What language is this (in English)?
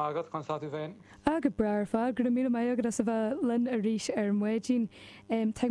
Irish